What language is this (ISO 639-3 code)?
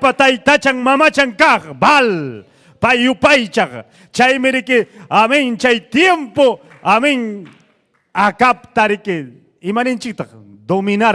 quy